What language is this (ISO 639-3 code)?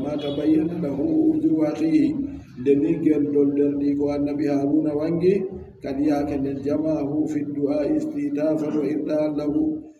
fub